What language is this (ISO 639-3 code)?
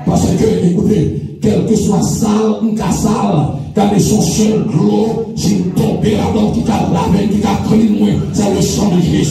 hat